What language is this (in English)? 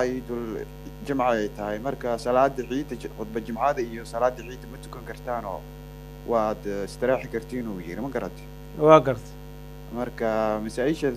Somali